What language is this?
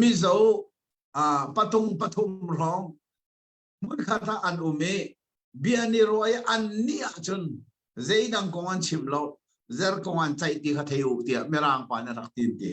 Hakha Chin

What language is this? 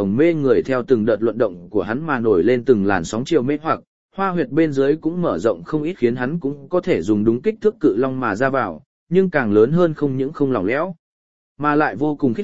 Vietnamese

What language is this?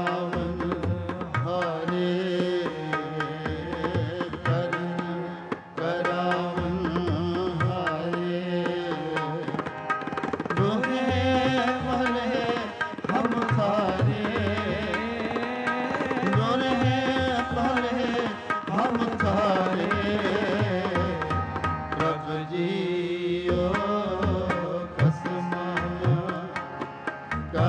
Punjabi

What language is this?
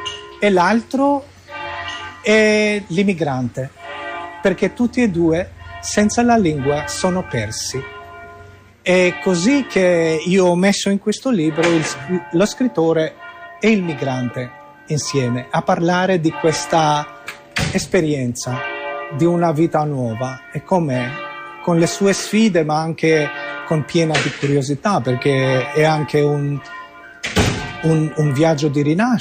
Italian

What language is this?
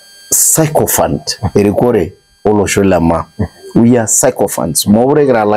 Masai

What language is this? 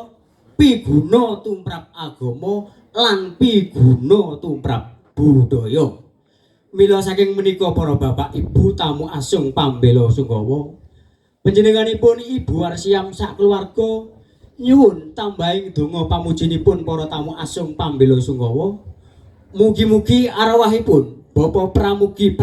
Javanese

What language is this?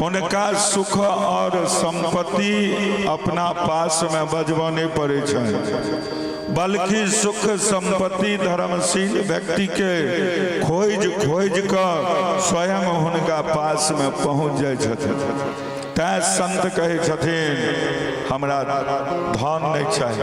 Maithili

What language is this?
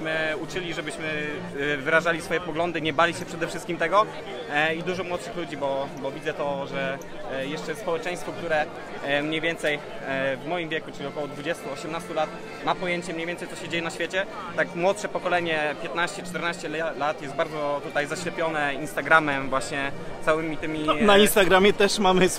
Polish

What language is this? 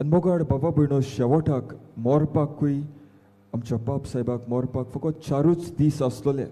Konkani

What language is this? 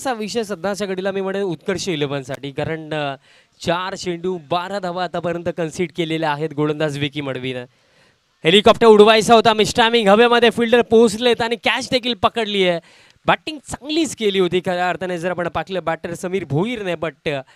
Marathi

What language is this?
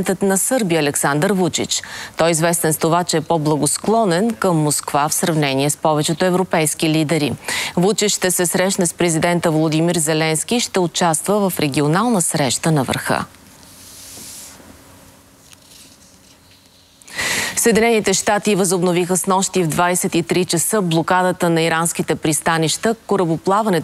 Bulgarian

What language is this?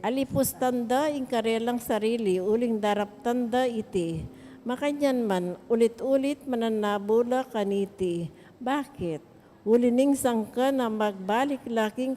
Pampanga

